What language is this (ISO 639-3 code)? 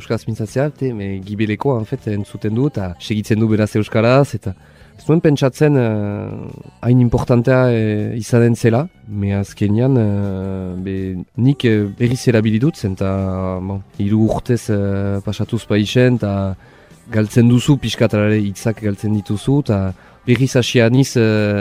eus